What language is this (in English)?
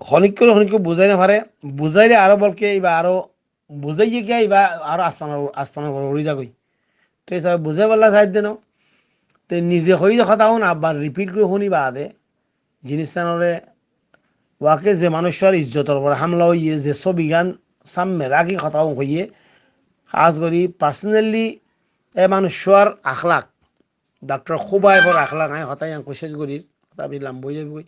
Rohingya